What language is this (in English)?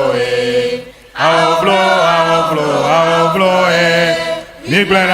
Ewe